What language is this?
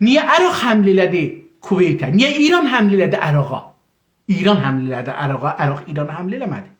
South Azerbaijani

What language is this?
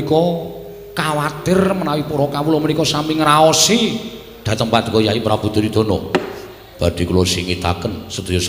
Javanese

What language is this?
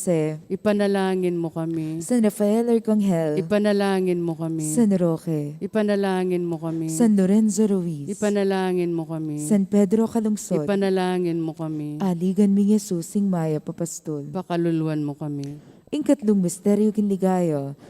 Pampanga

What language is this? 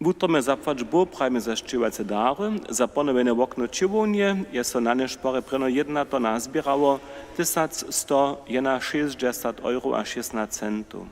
Upper Sorbian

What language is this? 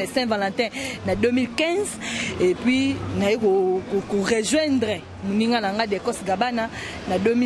Lingala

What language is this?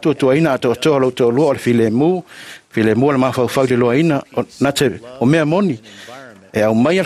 Samoan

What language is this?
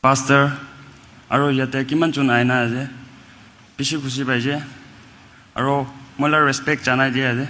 Naga Pidgin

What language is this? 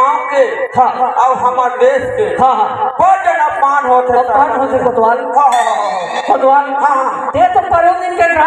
Chhattisgarhi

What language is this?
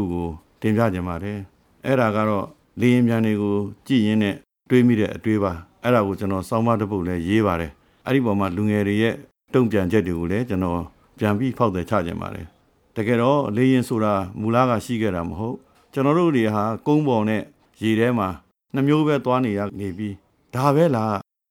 Burmese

